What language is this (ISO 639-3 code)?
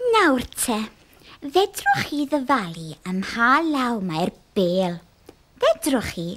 cym